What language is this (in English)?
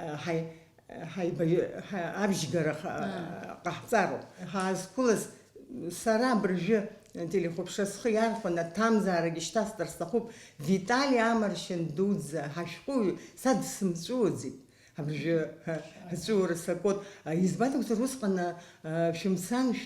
Abkhazian